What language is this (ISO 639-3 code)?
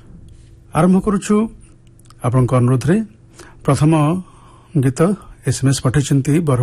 ori